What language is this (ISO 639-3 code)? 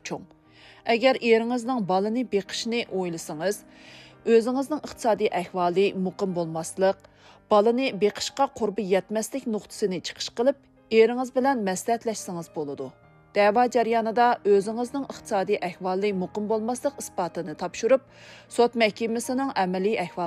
uig